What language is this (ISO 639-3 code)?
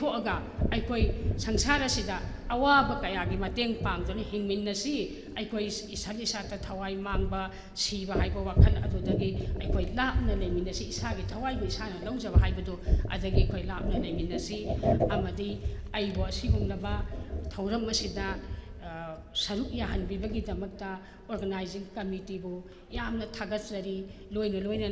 mni